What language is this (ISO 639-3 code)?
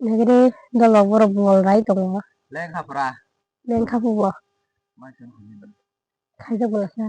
trp